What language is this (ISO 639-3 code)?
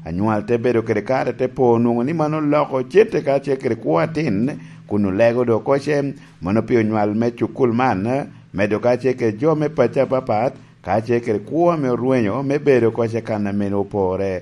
laj